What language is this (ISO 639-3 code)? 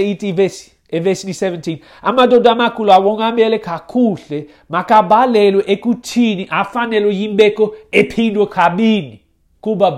xho